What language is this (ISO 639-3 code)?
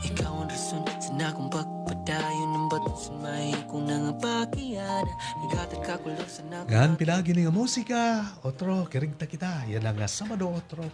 war